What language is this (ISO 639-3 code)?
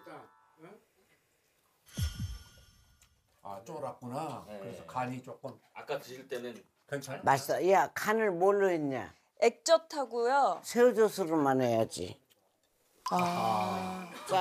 kor